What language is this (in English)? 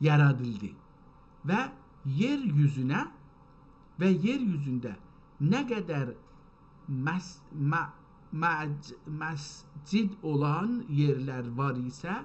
South Azerbaijani